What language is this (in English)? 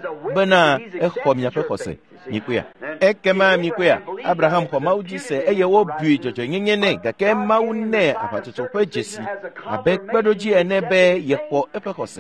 Ewe